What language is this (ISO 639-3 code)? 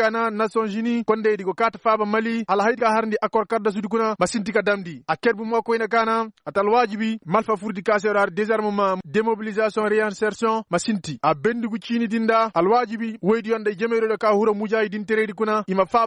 ses